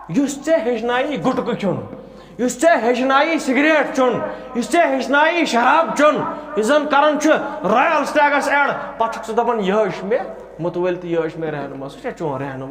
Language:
Kashmiri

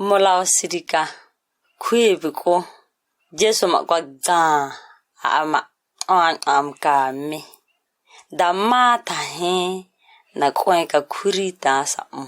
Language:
ǁGana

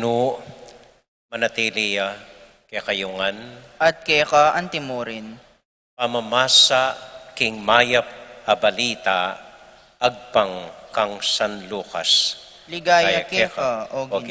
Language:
Pampanga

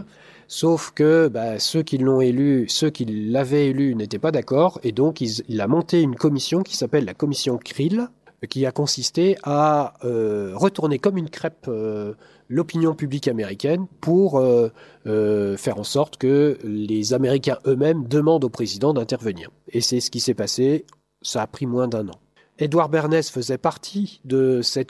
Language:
French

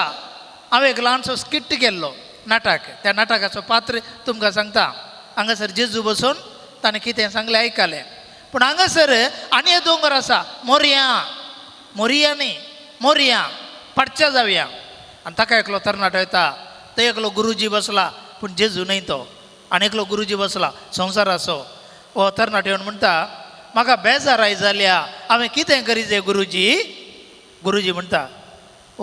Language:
Konkani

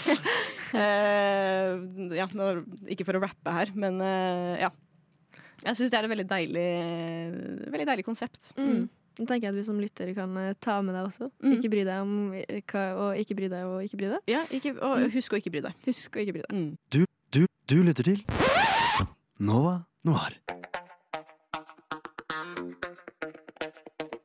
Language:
Norwegian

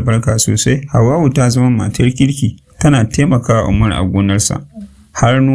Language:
Hausa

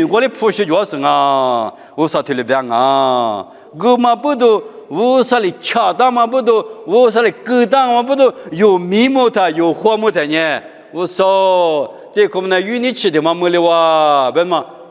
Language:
Lisu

